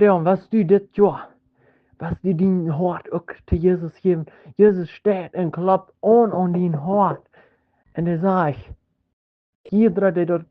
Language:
Plautdietsch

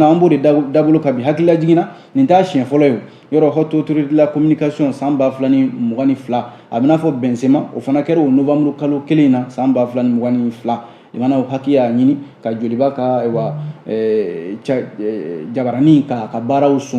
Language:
Bambara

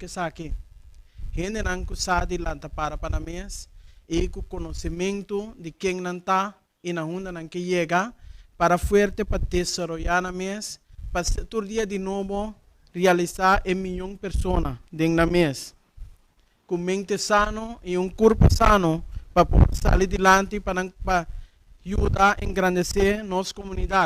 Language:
Papiamento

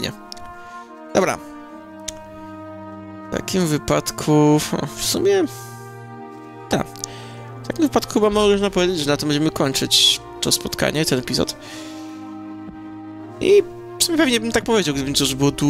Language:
Polish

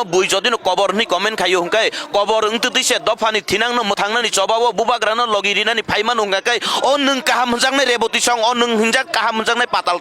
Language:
Kok Borok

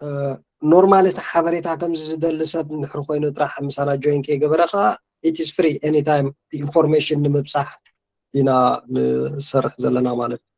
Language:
Tigrinya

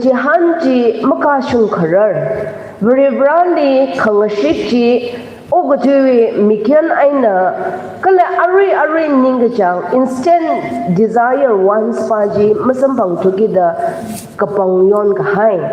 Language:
Tangkhul Naga (India)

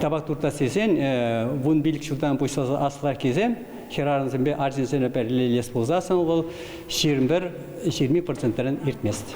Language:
Chuvash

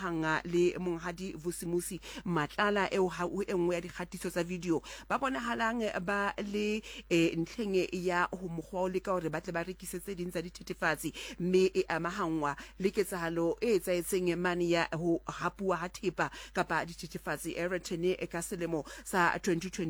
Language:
Southern Sotho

